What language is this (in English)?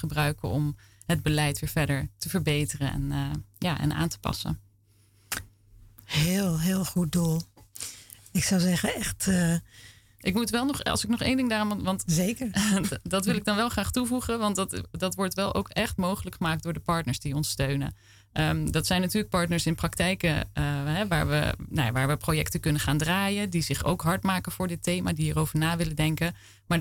Dutch